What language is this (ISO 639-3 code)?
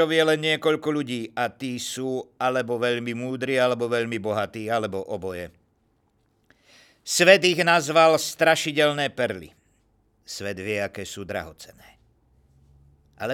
slk